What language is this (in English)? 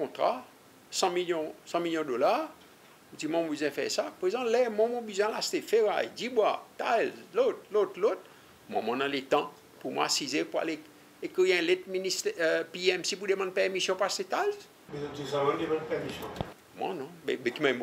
Seselwa Creole French